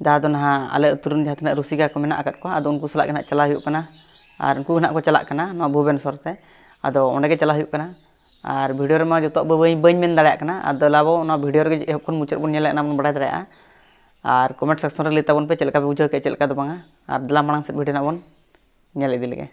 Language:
Santali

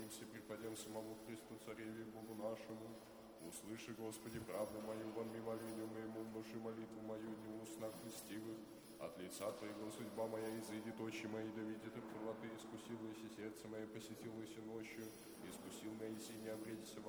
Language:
Church Slavic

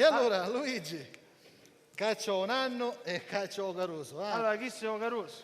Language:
Sicilian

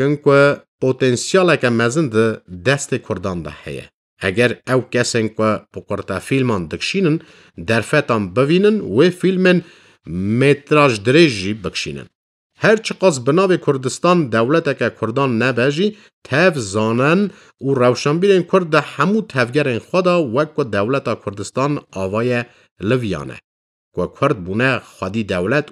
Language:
Kurdish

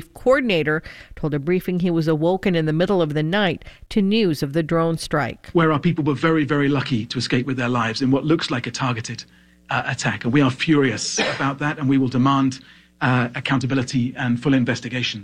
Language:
English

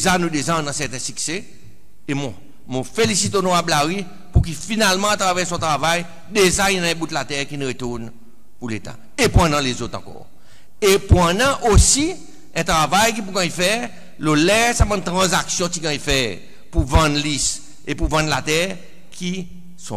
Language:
Seselwa Creole French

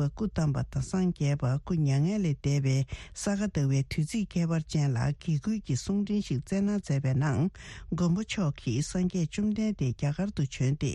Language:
Tibetan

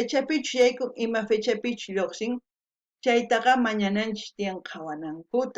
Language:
South Bolivian Quechua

